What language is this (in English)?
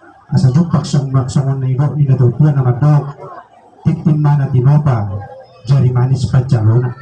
Batak Toba